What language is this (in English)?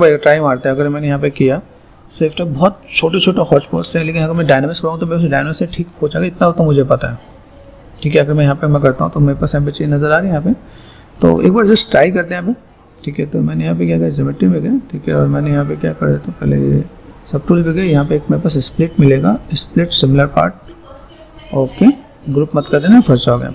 Hindi